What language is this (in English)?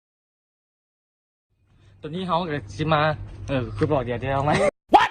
Lao